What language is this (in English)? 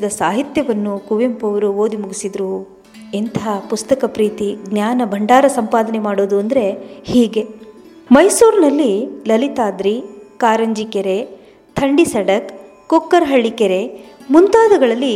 Kannada